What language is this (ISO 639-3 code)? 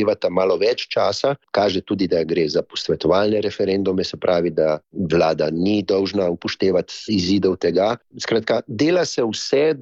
slv